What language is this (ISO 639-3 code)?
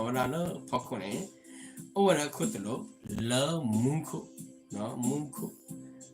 ksw